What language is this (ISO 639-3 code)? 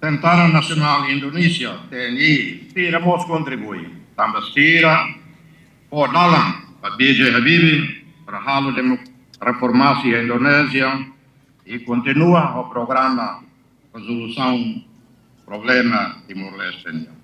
tet